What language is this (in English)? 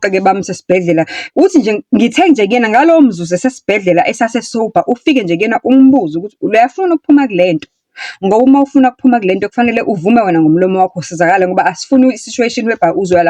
Zulu